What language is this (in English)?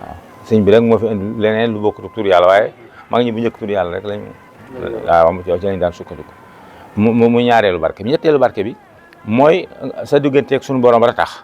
Wolof